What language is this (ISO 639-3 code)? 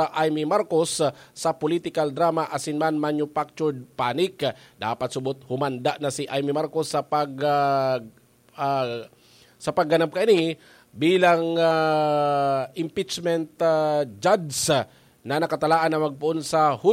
bik